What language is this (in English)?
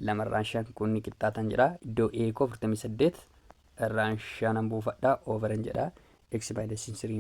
Oromo